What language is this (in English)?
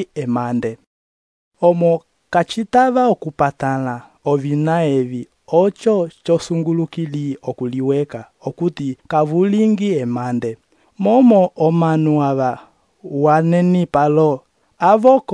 Umbundu